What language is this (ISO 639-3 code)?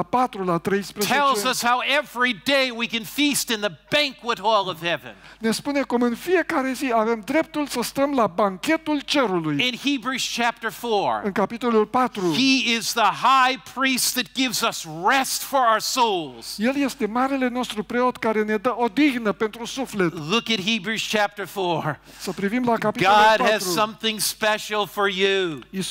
ron